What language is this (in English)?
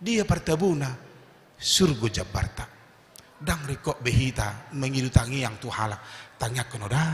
Batak Toba